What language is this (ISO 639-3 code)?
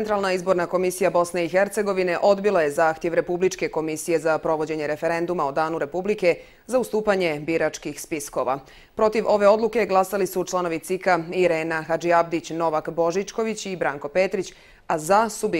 bos